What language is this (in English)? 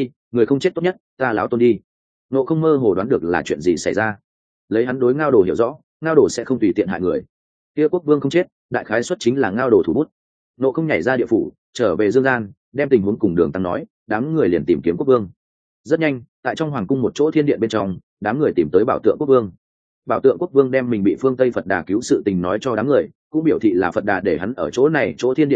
Vietnamese